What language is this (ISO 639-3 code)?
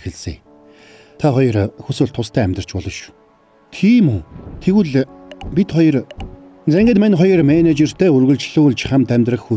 mon